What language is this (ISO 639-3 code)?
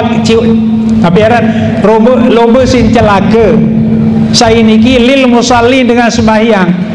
sas